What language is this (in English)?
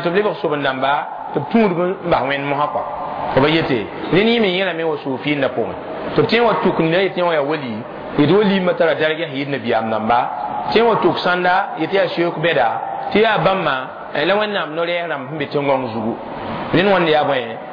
Mossi